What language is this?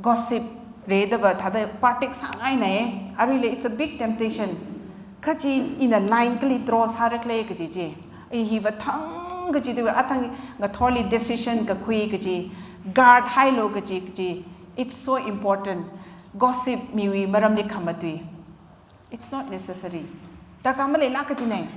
Tangkhul Naga (India)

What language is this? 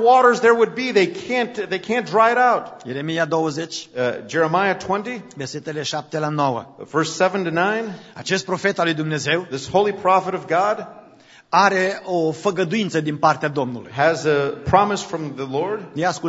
Romanian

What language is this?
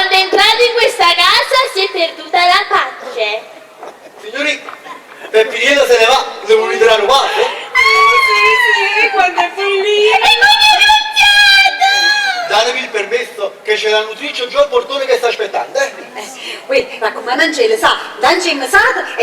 Neapolitan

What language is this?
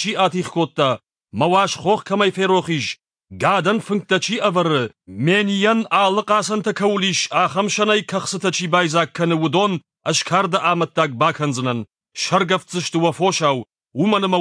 Ossetic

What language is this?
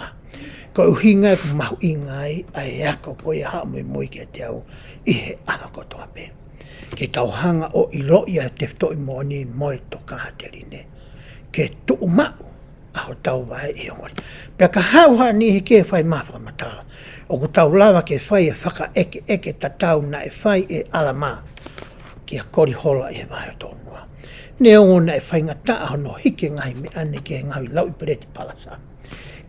Tongan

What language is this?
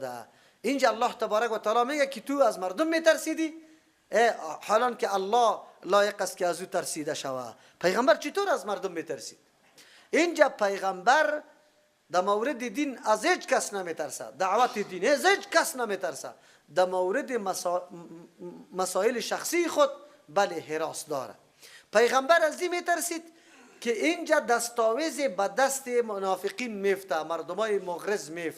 Persian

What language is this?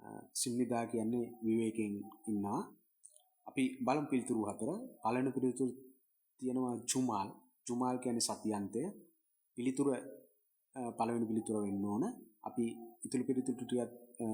Sinhala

